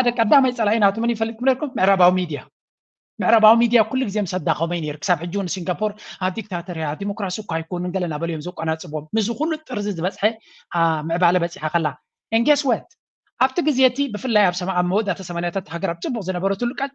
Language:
Tigrinya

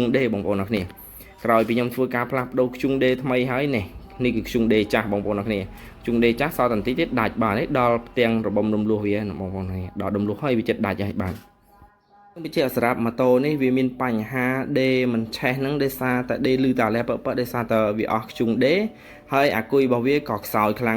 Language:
Khmer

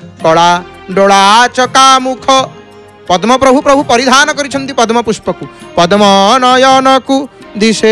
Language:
Odia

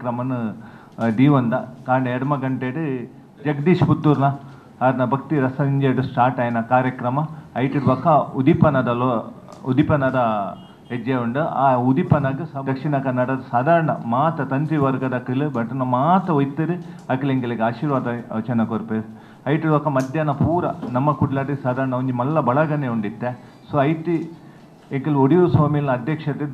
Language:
Tulu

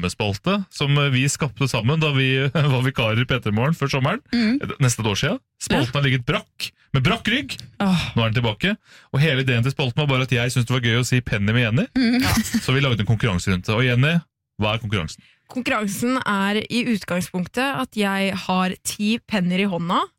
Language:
Norwegian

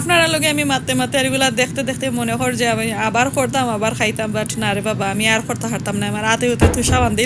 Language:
Sylheti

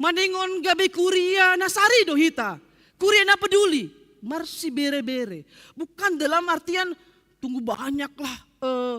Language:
Batak Simalungun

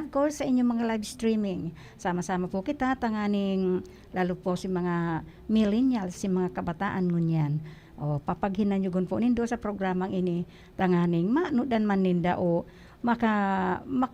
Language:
Bikol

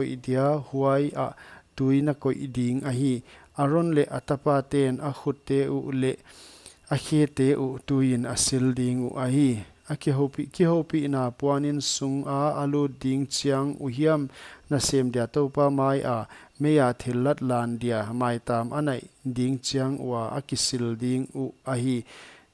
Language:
Paite Chin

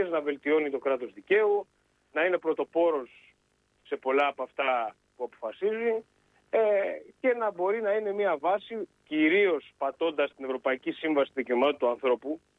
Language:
Greek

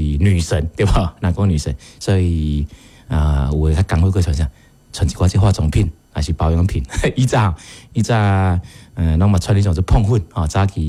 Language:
Min Nan Chinese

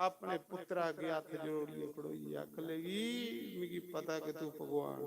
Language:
Dogri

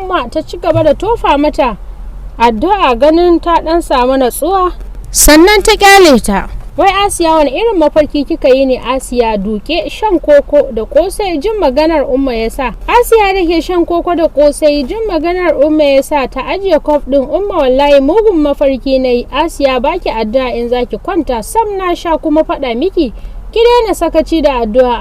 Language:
Hausa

